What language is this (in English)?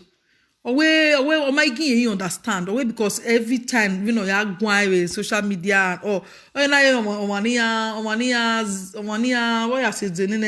Nigerian Pidgin